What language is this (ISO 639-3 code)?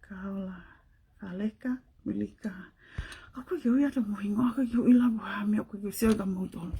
ton